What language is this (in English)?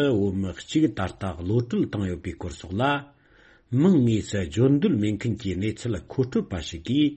Tibetan